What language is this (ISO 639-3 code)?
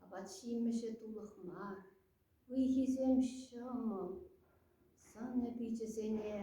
chv